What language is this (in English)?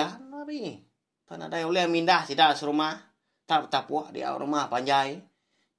Iban